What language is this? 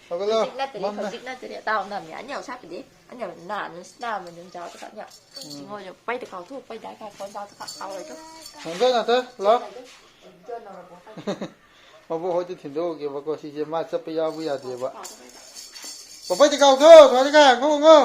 Manipuri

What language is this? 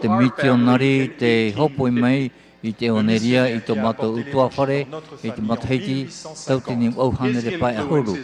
Tahitian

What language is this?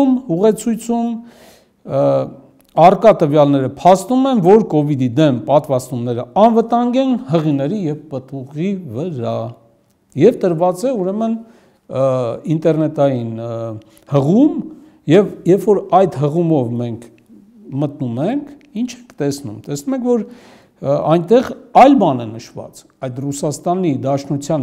Armenian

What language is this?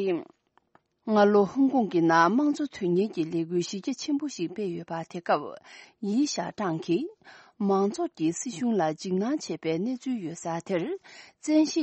Tibetan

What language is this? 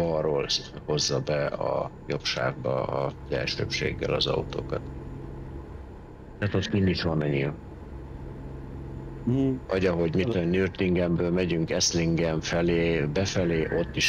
Hungarian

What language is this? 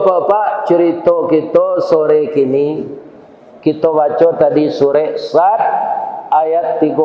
Minangkabau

